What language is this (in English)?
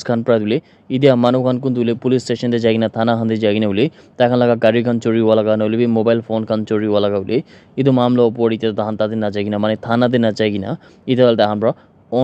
Naga Pidgin